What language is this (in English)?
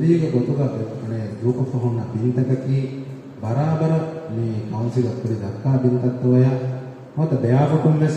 Divehi